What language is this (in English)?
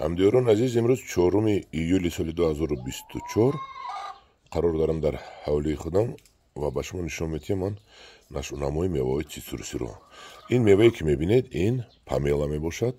Tajik